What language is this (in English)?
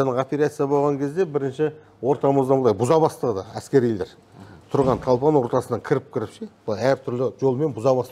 Kazakh